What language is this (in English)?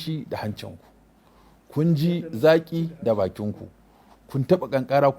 Hausa